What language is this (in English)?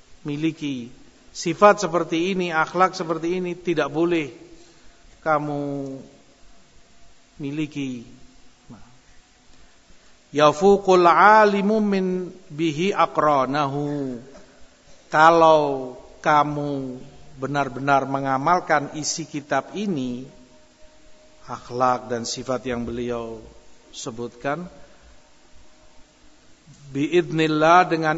Indonesian